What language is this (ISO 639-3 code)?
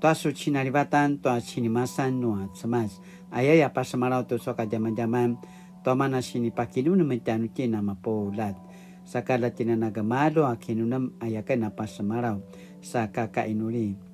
pwn